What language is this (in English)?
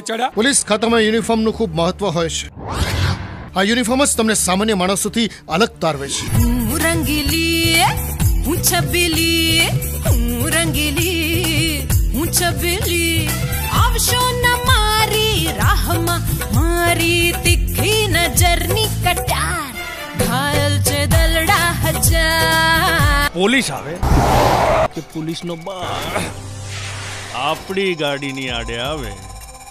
Gujarati